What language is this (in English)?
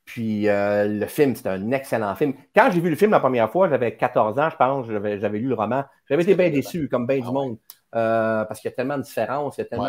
French